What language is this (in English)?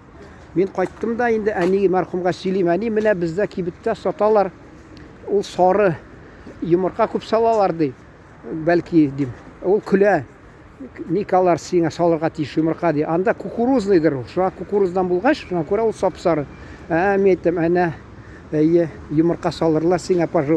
Tatar